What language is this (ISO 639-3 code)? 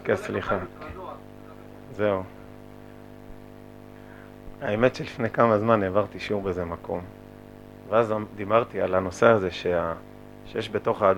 heb